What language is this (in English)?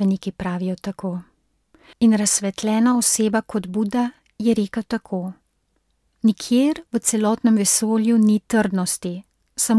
Slovenian